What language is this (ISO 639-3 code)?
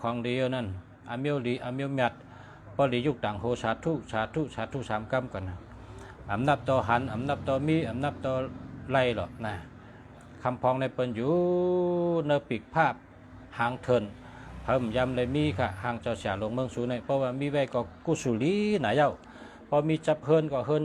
shn